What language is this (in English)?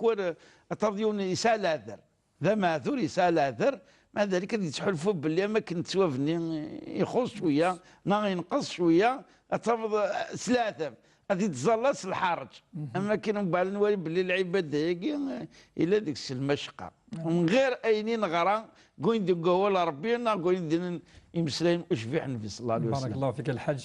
Kabyle